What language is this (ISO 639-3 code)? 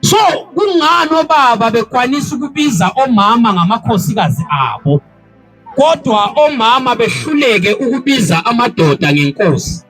zul